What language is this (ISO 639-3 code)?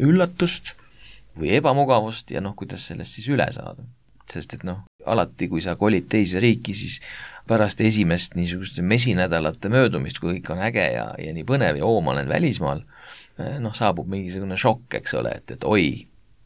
est